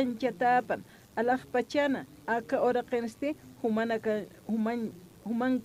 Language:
Aymara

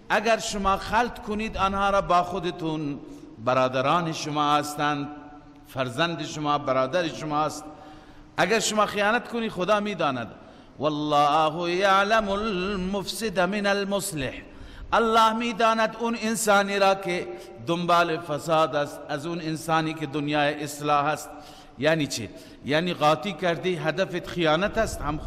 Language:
Persian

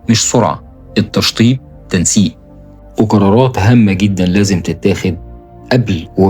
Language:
Egyptian Arabic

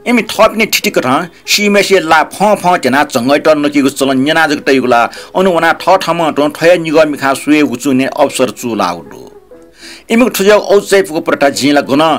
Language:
Newari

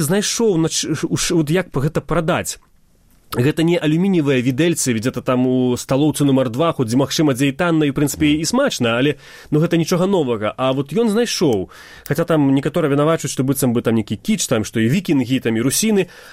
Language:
Belarusian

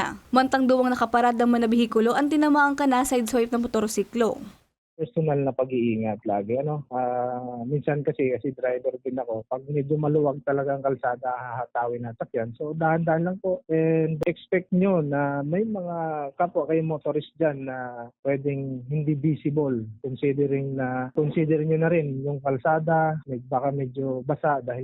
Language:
Bikol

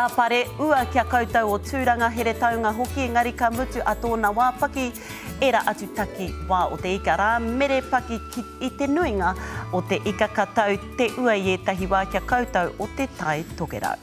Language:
Māori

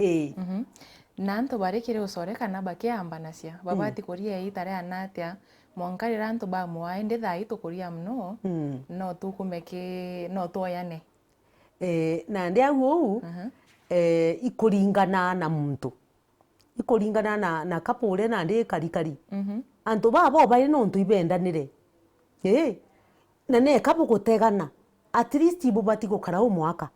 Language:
Meru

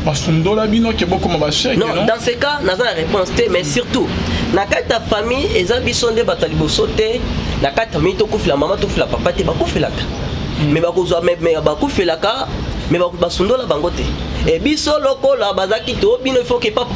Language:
Lingala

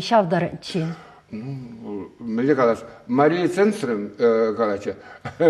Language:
Chuvash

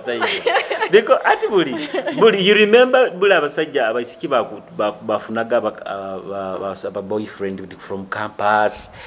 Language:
Nyoro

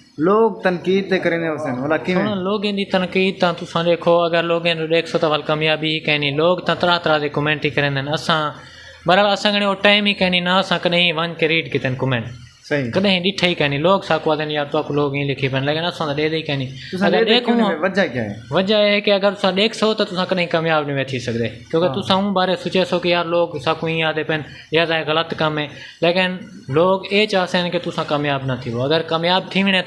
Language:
Saraiki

